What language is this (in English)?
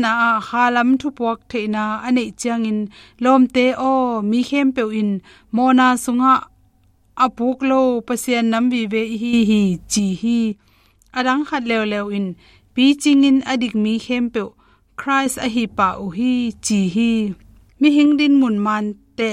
Tedim Chin